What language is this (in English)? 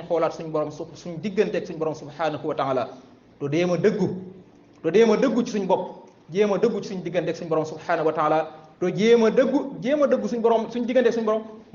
Wolof